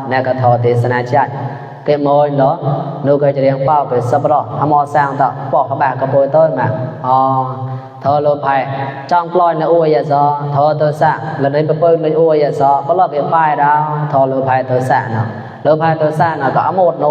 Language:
Mon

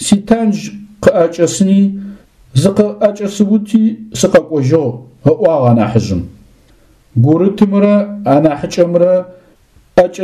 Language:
Adyghe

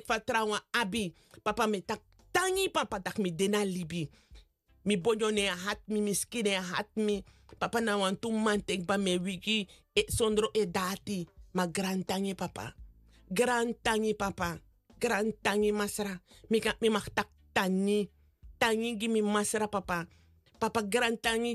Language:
Sranan Tongo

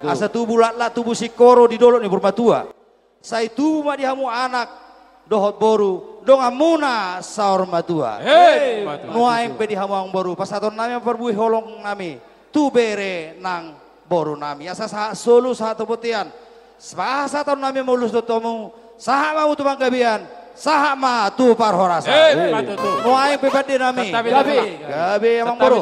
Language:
Batak Toba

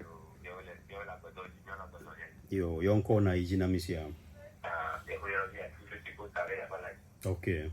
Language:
Ewe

